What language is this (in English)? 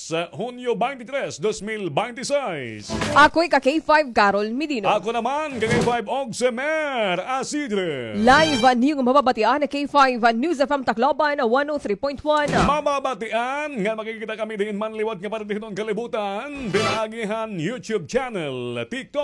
Waray